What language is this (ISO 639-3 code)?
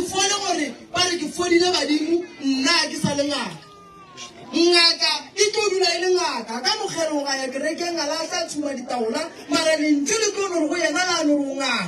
nso